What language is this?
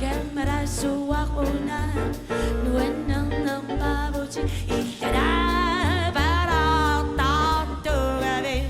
Kalaallisut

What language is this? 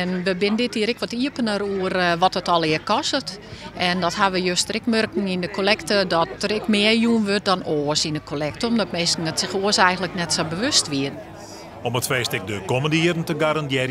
Western Frisian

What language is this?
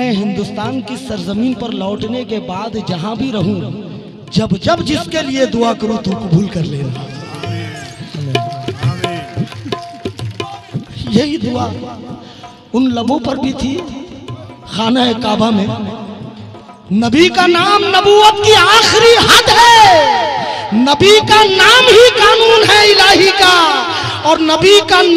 Hindi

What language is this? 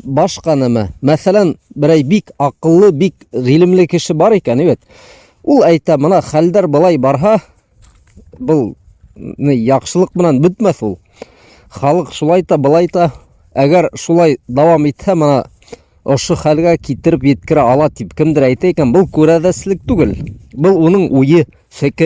Bashkir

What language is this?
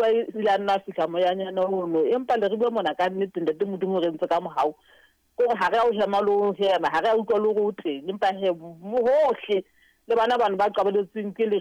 Southern Sotho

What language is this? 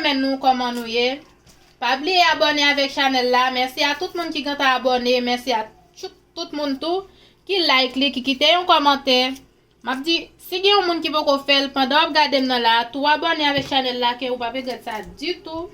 Haitian Creole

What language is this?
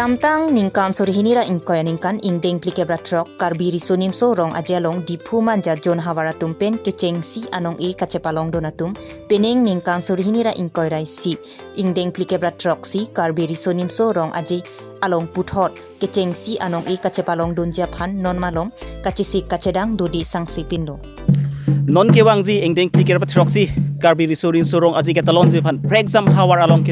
Karbi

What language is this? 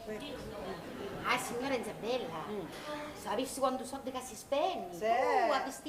Sicilian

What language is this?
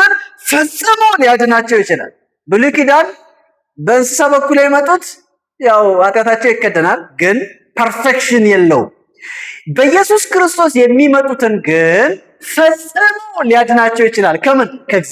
Amharic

